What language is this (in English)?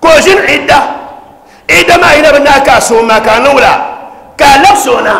Dagbani